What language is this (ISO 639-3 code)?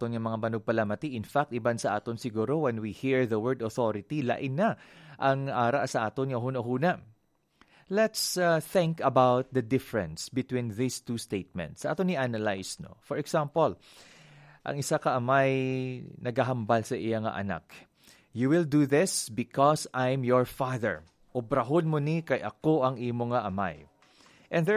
hil